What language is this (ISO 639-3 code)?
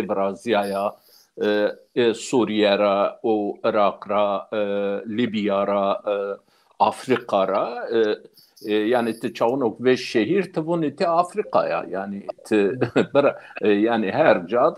zza